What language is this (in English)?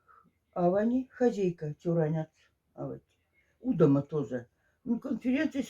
Moksha